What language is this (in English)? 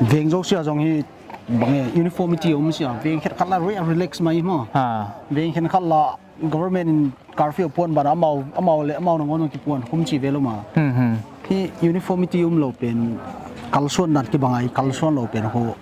Paite Chin